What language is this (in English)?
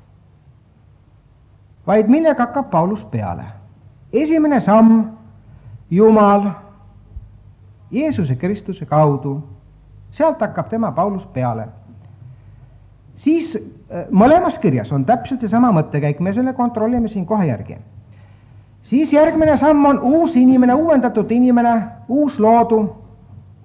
Estonian